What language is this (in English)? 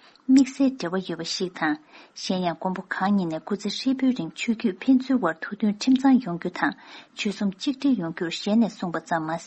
Tibetan